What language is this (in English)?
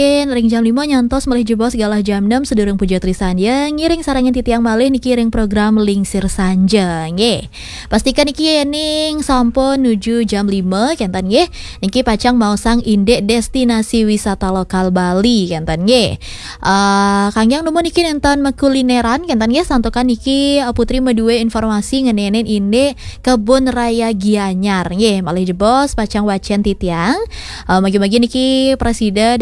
Balinese